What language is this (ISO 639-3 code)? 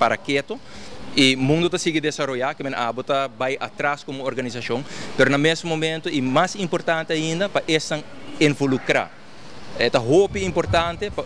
pap